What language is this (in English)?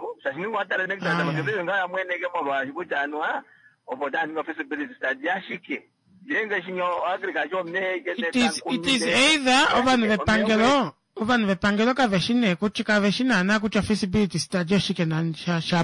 Kuanyama